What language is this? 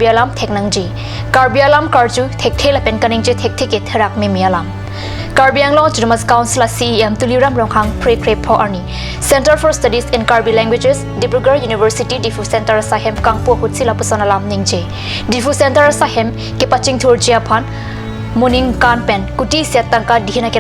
Karbi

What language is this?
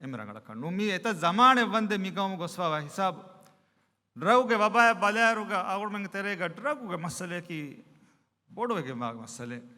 Divehi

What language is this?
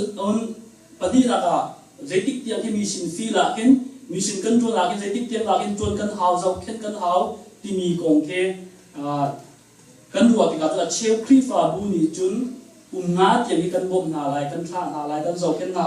Hakha Chin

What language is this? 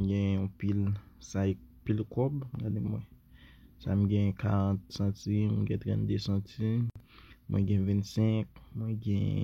Haitian Creole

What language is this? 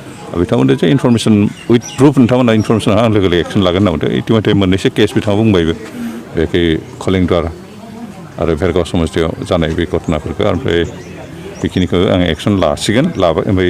Bodo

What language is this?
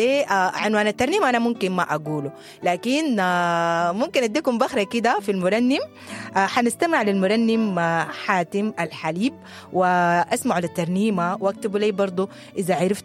Sudanese Arabic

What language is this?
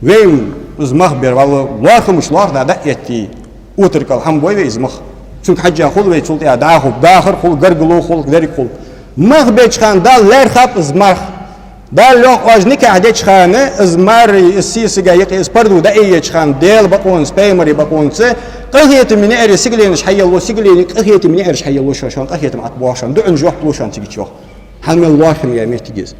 Ingush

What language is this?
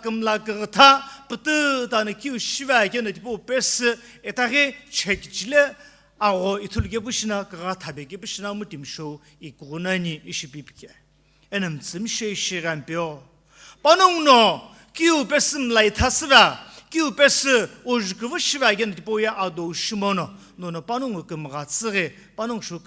Sumi Naga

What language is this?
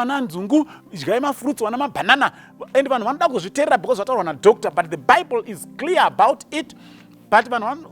Shona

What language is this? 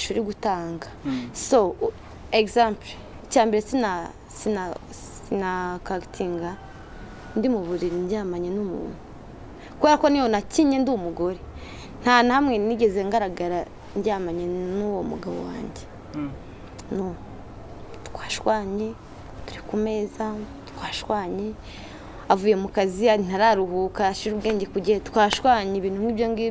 Kinyarwanda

